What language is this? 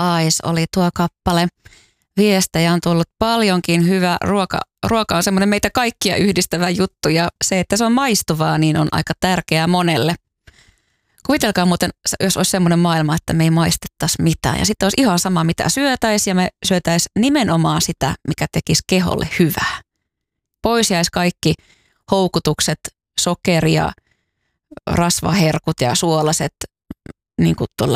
Finnish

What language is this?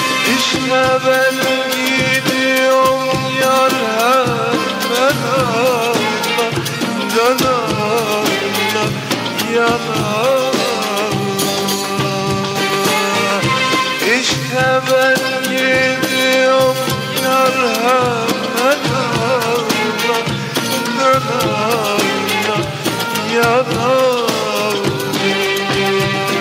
Turkish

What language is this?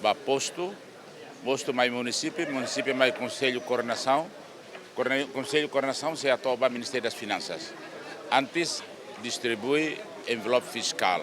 Tetum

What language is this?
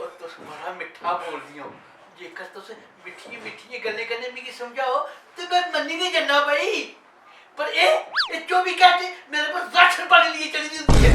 Dogri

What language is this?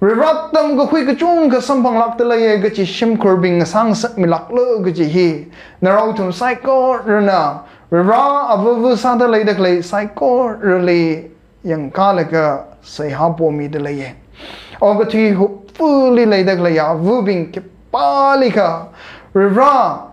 Tangkhul Naga (India)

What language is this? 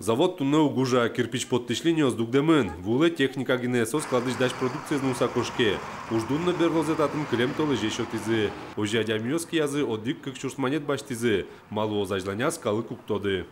Udmurt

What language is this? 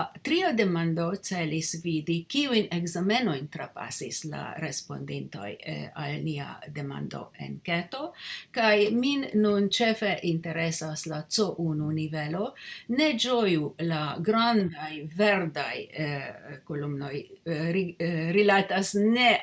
Esperanto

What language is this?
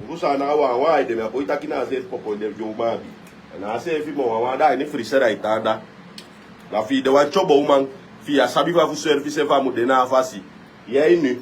Sranan Tongo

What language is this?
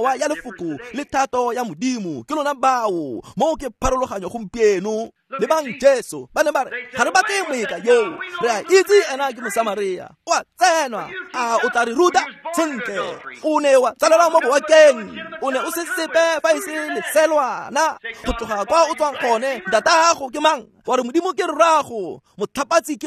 Tswana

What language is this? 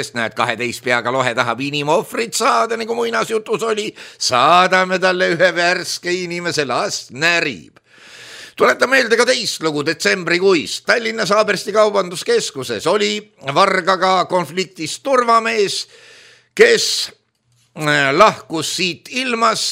Estonian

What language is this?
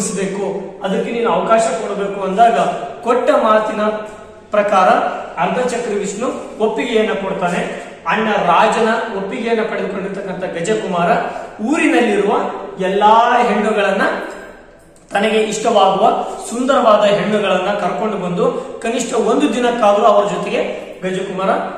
Kannada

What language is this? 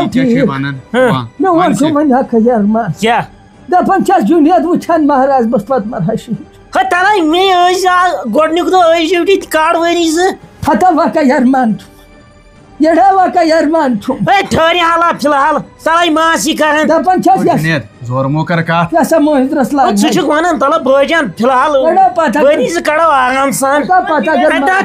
Kashmiri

